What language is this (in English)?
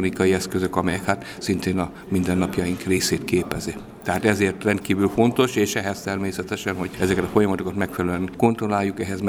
Hungarian